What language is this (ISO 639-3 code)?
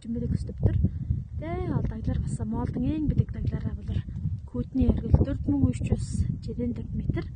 tyv